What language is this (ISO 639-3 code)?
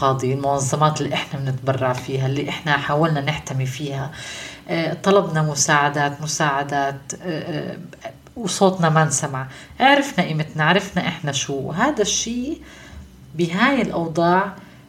apc